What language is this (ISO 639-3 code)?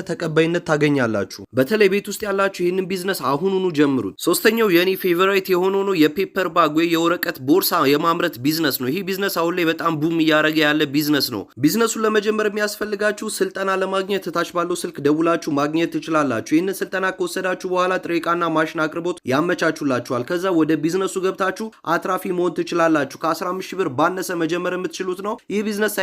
amh